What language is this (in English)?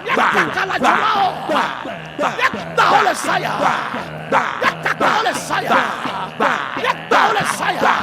Ewe